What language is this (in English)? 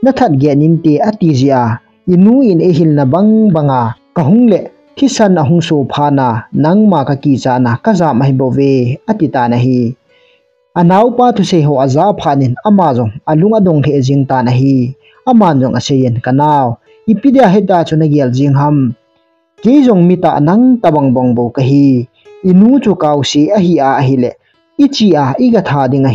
Thado Chin